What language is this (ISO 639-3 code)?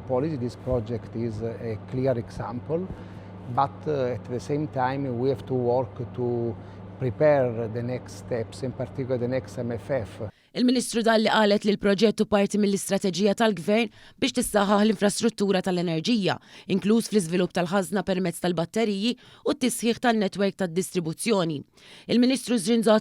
mlt